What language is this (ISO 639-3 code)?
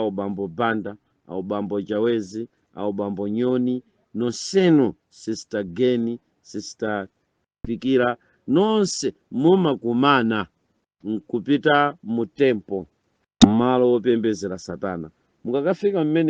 nya